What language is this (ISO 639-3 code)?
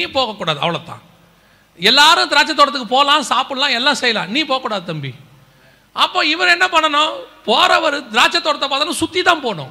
tam